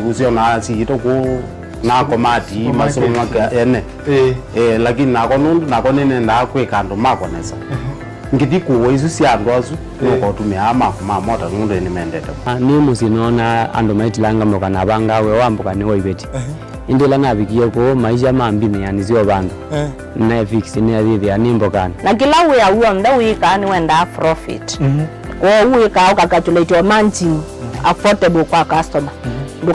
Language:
Kamba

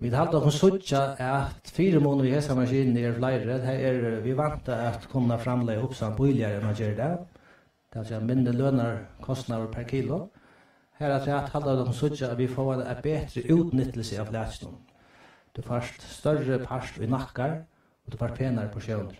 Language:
Faroese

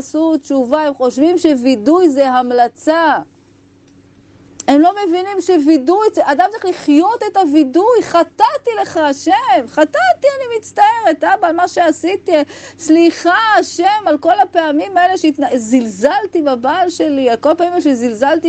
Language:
Hebrew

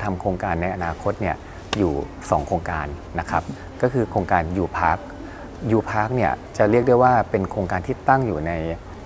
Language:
Thai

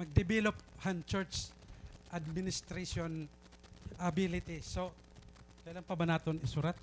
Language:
Waray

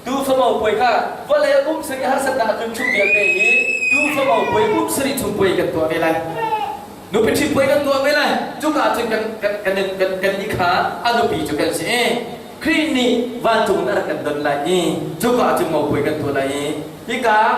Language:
Hakha Chin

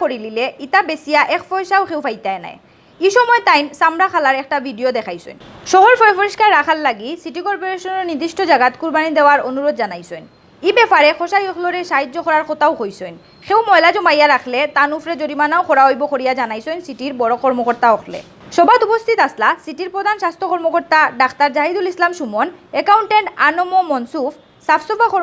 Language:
Sylheti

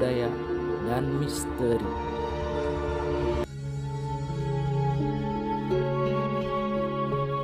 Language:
Indonesian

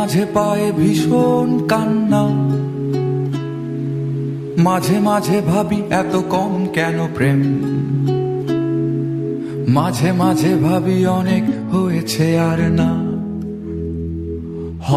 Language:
Bangla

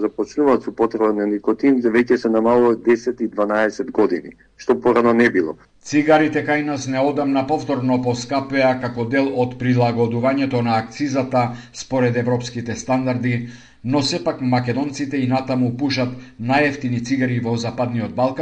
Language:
Macedonian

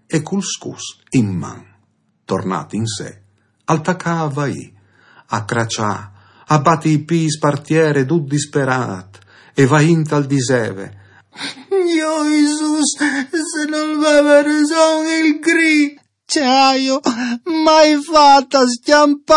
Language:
Friulian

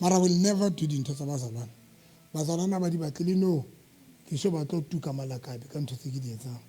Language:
Southern Sotho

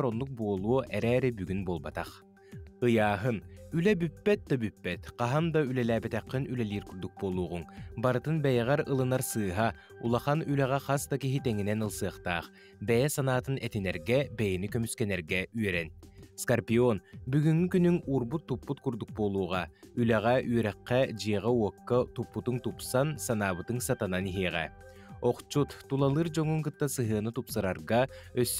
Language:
Yakut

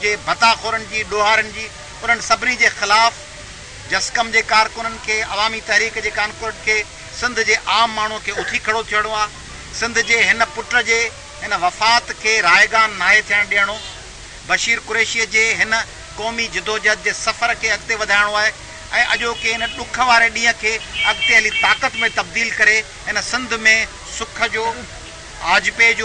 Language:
Sindhi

